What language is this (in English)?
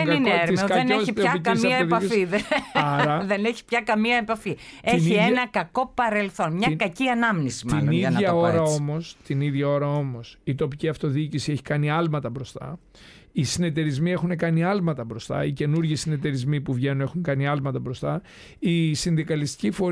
Greek